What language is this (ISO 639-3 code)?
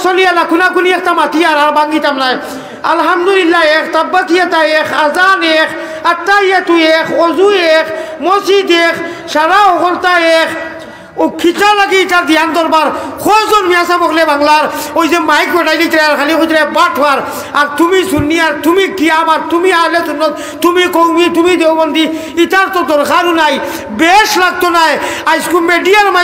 syl